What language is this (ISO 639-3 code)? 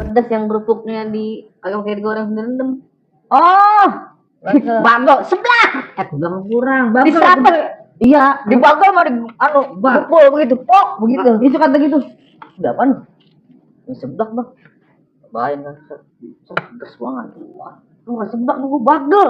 bew